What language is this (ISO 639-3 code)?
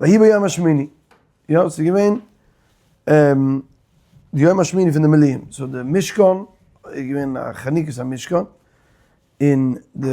yid